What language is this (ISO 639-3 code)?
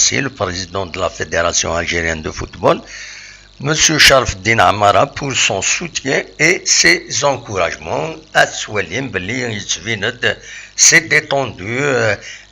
kab